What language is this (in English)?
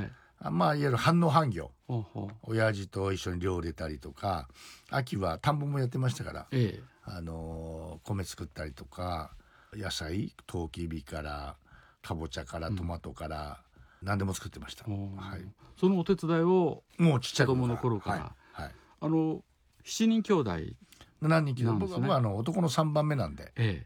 Japanese